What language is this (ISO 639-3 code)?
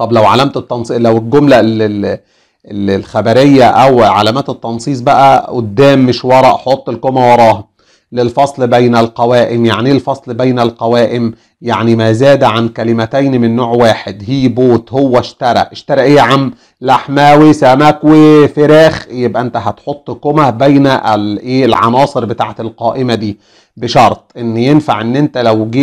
arz